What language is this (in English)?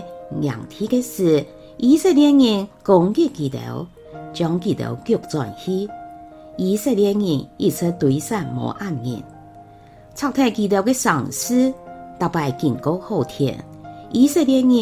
Hakka Chinese